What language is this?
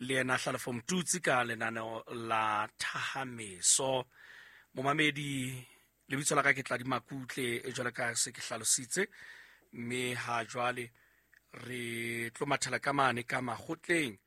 Southern Sotho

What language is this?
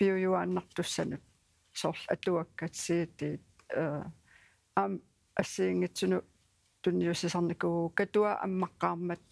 Kalaallisut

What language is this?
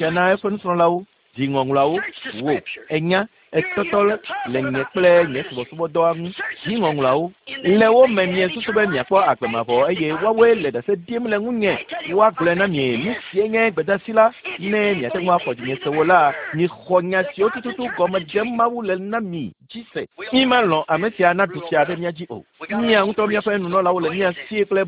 Ewe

